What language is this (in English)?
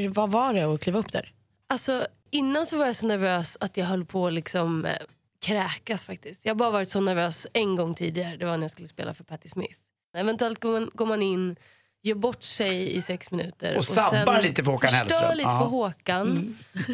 Swedish